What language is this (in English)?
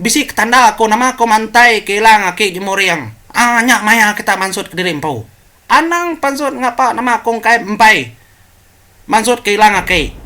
Iban